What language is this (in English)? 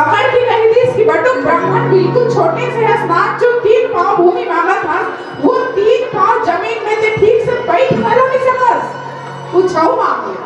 Chhattisgarhi